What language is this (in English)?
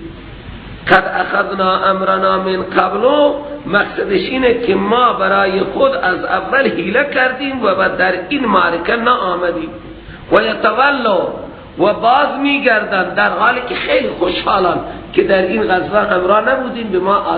Persian